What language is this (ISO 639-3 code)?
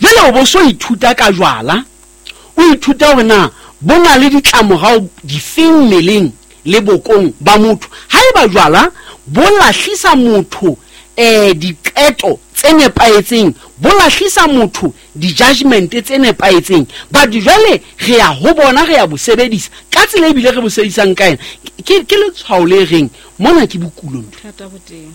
sot